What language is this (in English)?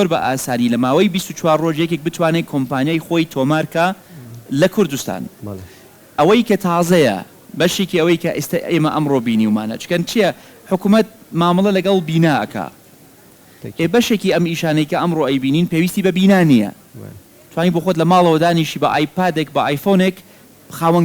Central Kurdish